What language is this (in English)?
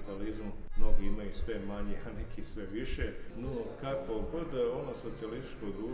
Bosnian